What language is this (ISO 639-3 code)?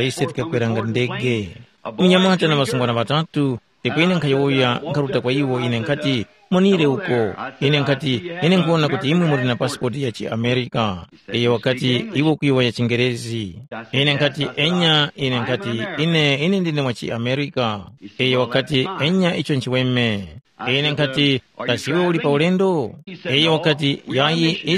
tum